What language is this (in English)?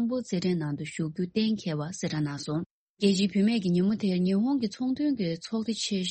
Tibetan